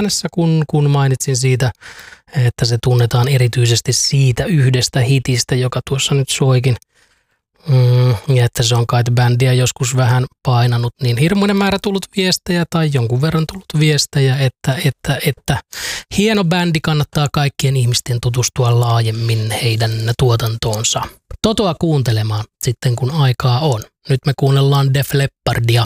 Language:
Finnish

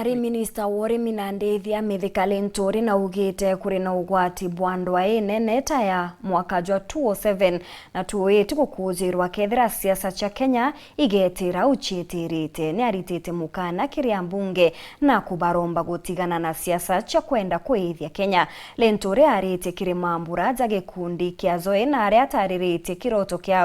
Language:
Meru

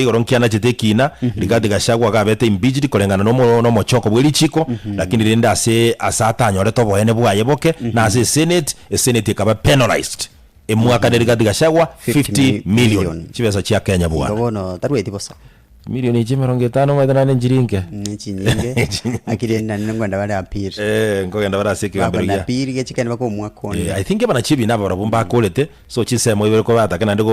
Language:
Gusii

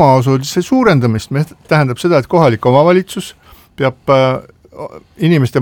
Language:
Estonian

